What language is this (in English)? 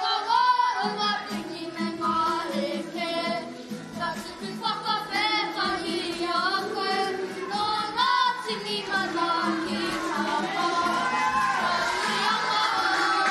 Māori